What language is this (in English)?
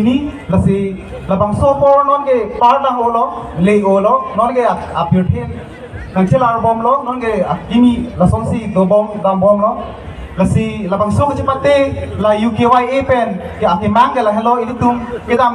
Karbi